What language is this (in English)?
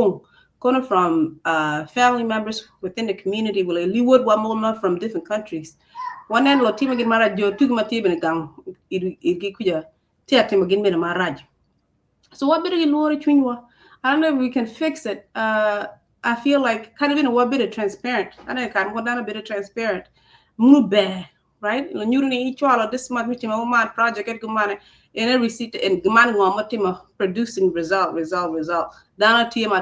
Acoli